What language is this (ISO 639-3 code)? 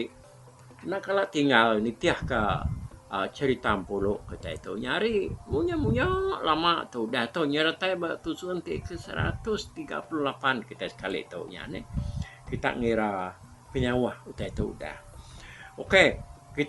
iba